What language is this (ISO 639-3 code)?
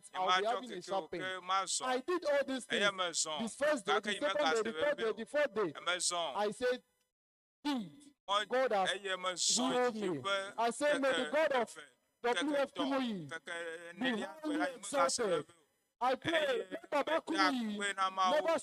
ewe